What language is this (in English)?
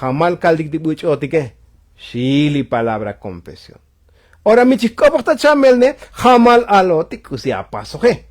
Tzotzil